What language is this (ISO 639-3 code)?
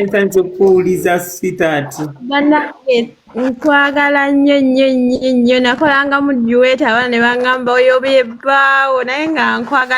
lug